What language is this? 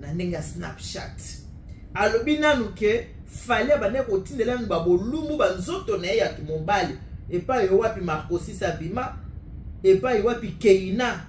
Lingala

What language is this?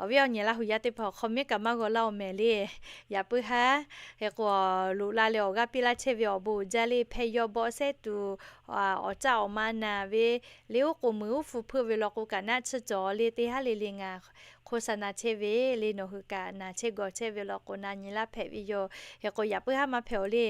Lahu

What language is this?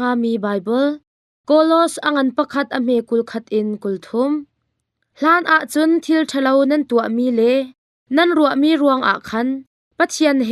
Hakha Chin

